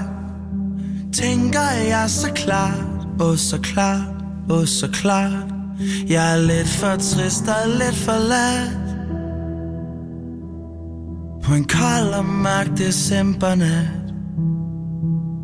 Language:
Danish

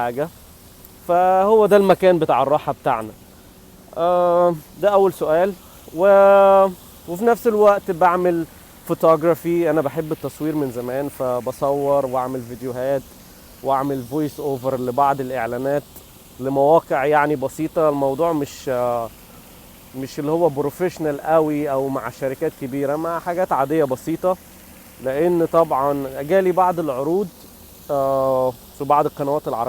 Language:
Egyptian Arabic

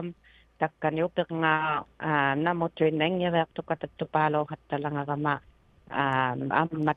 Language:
Inuktitut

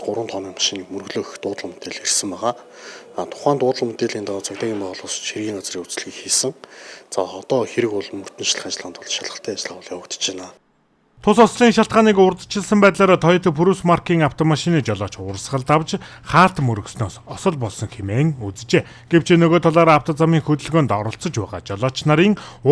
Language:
Mongolian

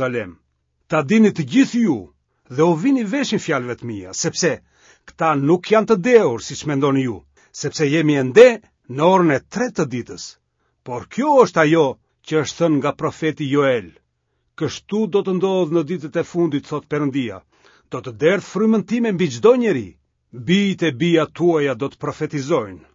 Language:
Albanian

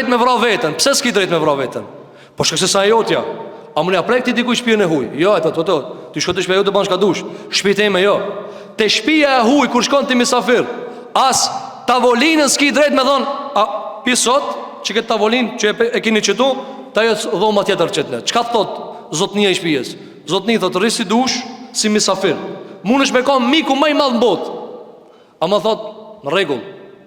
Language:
Albanian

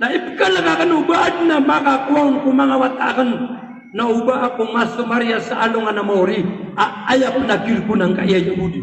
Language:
Maranao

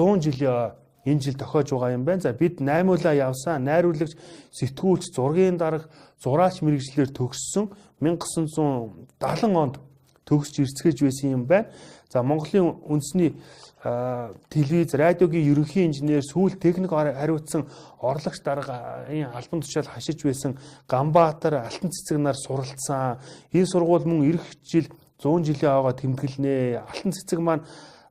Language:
Mongolian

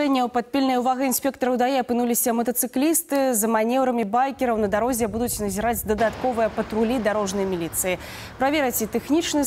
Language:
Belarusian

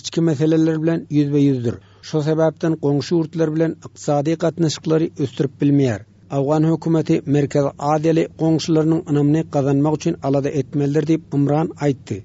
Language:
Turkmen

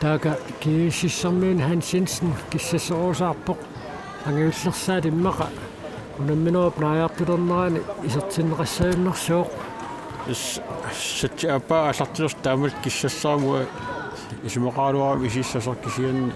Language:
Kalaallisut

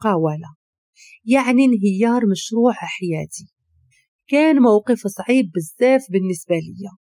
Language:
Moroccan Arabic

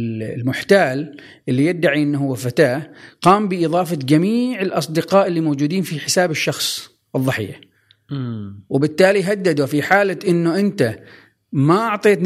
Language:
Gulf Arabic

